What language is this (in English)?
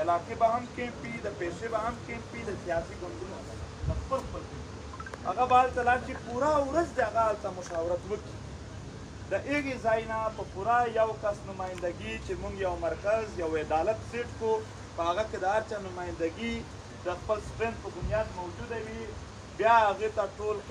Pashto